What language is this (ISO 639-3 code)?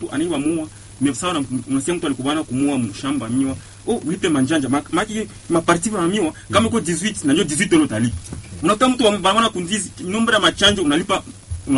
swa